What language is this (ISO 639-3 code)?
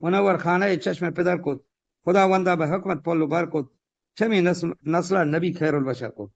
bgp